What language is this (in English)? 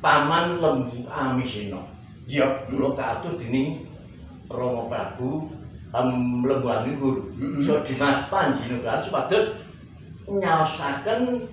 Javanese